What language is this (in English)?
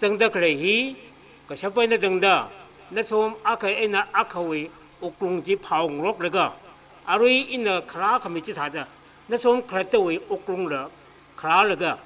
Tangkhul Naga (India)